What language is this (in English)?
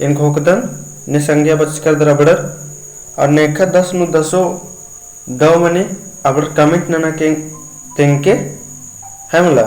Kurukh